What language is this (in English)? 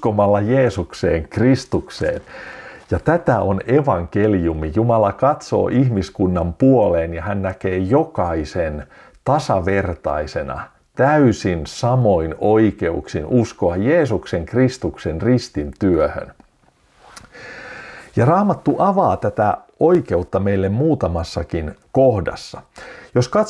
Finnish